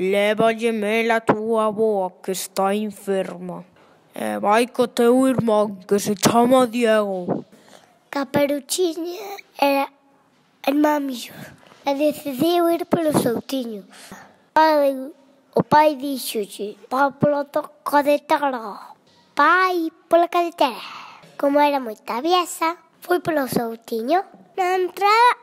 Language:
Galician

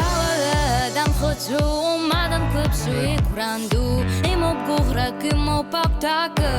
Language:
Abkhazian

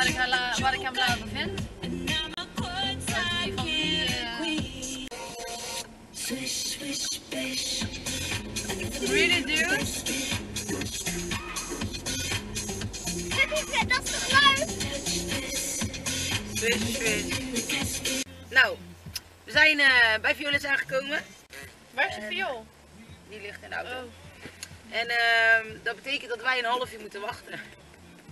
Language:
Dutch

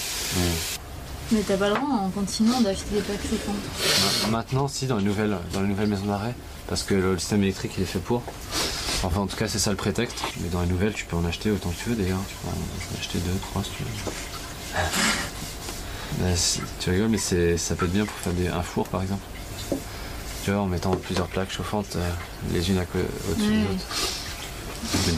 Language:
French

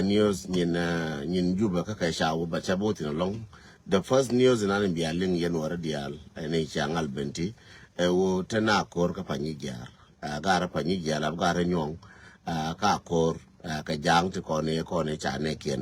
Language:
Nuer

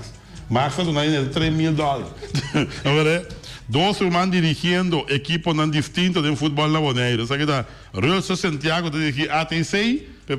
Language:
Papiamento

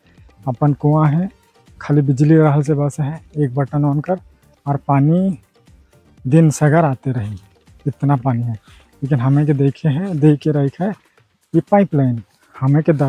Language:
Sadri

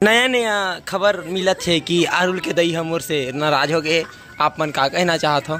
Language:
Chhattisgarhi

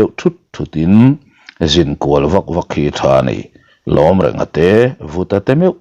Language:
Mizo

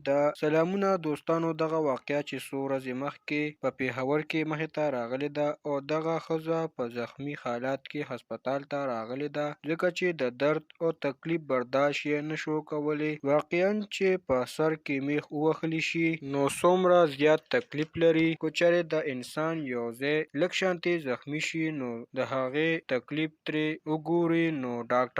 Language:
Pashto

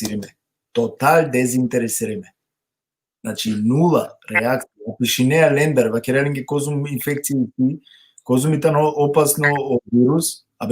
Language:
Balkan Romani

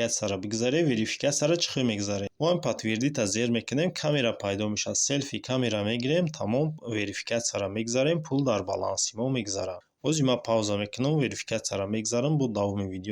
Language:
Tajik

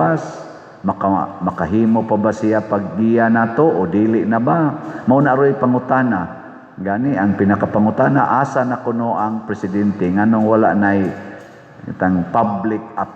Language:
Cebuano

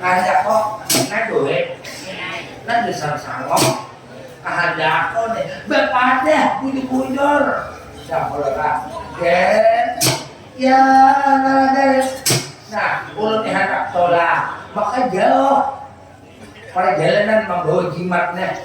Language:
Banjar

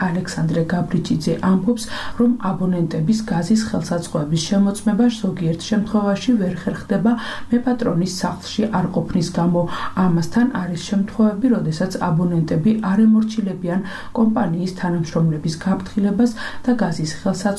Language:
Georgian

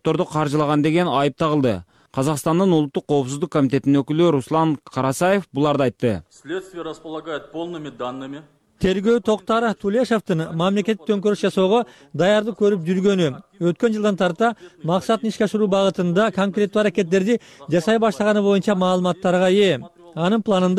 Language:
Kyrgyz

